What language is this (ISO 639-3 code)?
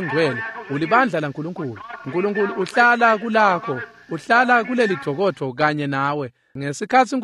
ssw